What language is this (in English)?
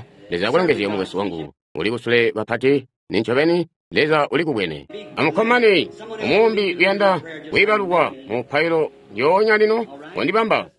Tonga (Zambia)